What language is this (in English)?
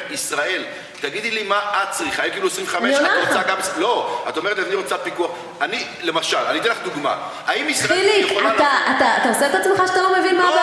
Hebrew